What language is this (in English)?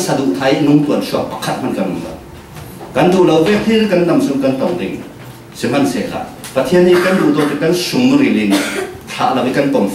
Falam Chin